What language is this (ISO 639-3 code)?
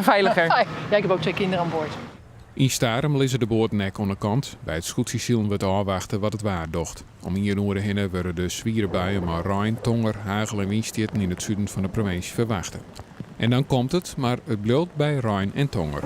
fry